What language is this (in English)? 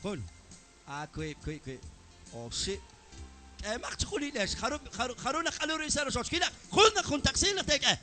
Kekchí